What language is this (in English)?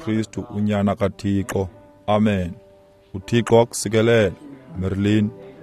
Xhosa